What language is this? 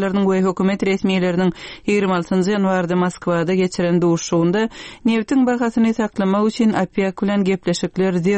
Turkmen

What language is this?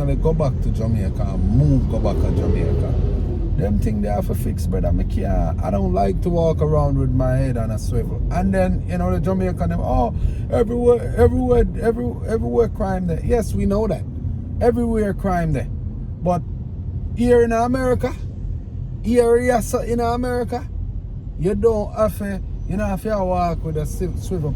Jamaican Creole English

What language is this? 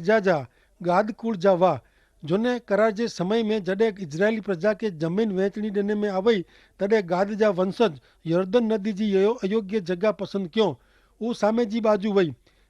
Kachhi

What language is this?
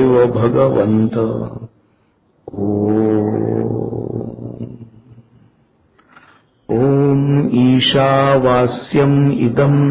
Marathi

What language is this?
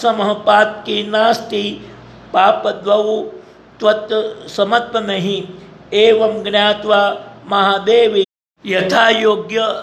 Gujarati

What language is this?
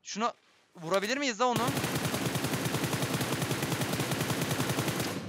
Turkish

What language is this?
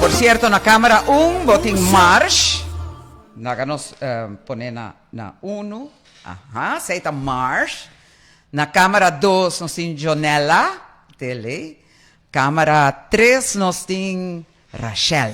Papiamento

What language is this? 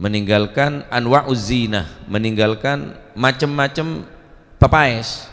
Madurese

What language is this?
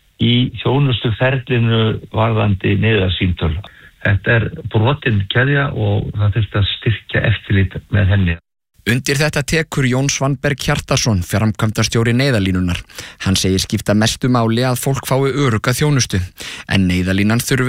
Icelandic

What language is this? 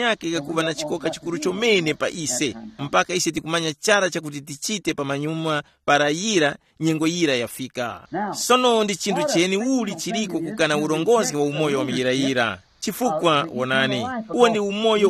Tumbuka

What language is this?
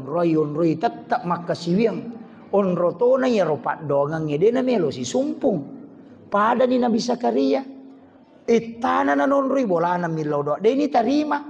Buginese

